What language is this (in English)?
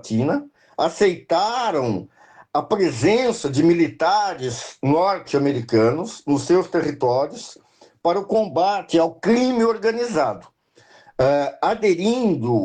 Portuguese